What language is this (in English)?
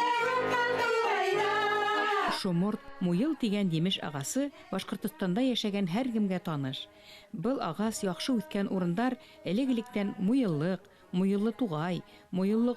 Bashkir